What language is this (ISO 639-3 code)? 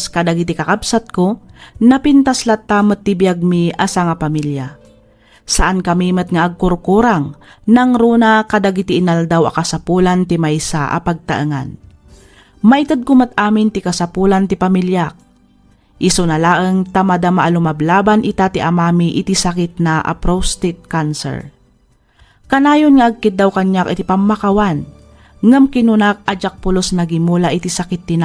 ilo